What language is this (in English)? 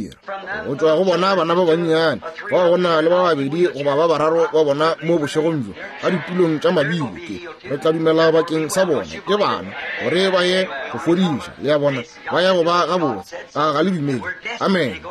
Northern Sotho